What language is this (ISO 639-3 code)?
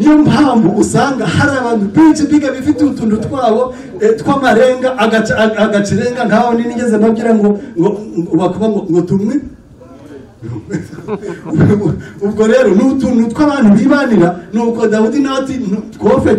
kin